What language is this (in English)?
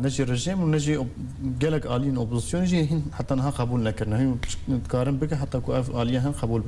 Kurdish